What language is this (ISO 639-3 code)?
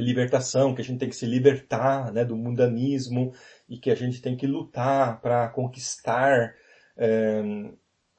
por